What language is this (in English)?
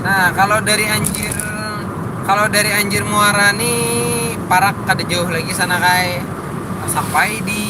Banjar